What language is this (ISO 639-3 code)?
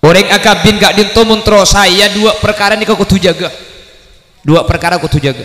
mad